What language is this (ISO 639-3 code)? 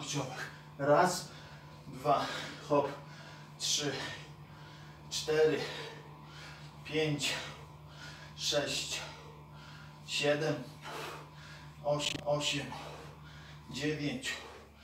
pol